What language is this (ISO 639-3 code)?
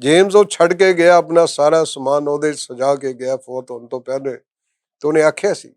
lah